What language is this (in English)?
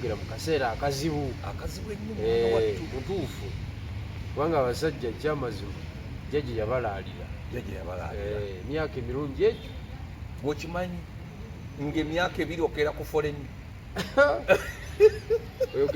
Ganda